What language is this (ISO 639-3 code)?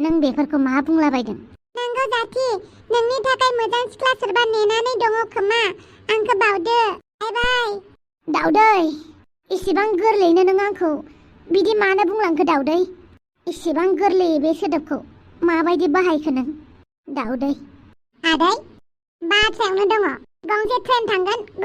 brx